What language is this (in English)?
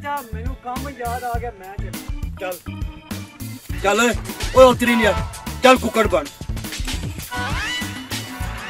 Punjabi